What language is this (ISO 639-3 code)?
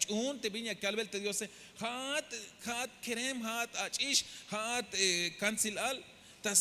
tzh